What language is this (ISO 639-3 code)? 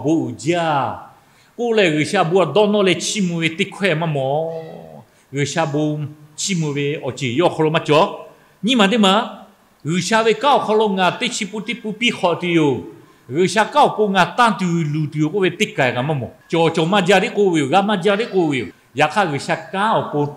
lhu